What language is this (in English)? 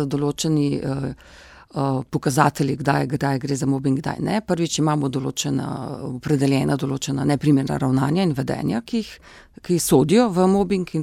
Slovenian